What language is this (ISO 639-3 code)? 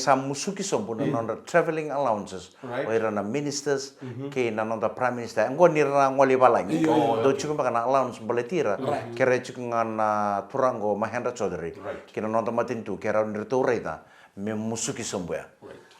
fij